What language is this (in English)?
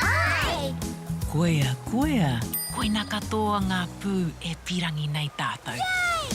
Māori